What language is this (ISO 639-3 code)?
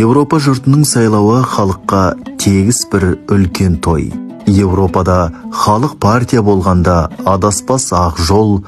kaz